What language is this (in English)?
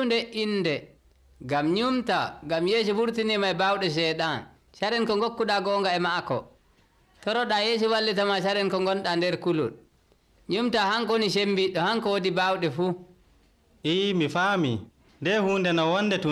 Nigerian Fulfulde